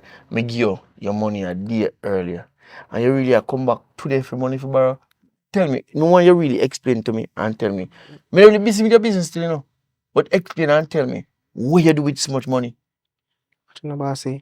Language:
Jamaican Creole English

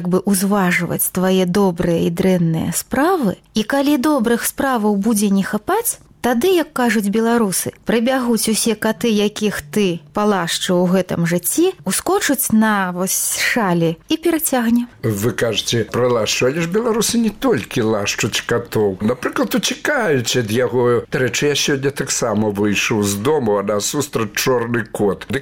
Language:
Belarusian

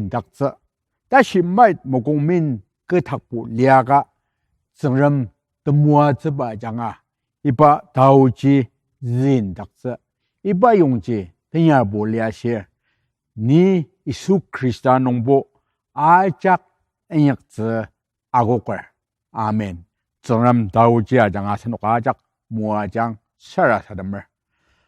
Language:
Ao Naga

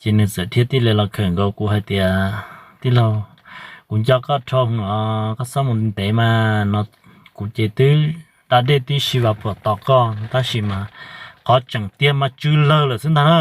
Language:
Hmong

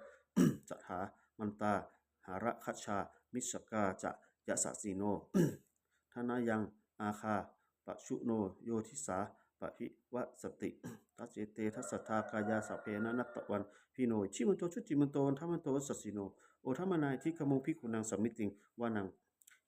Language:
Pali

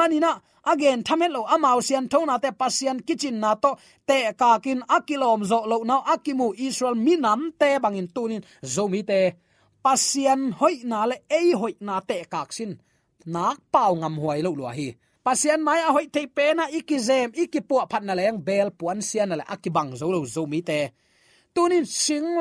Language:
Tedim Chin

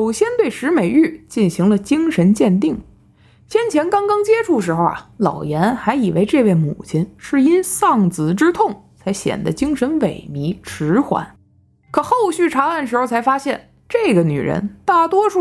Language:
Chinese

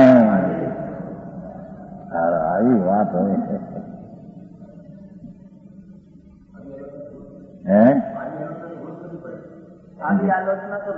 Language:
Gujarati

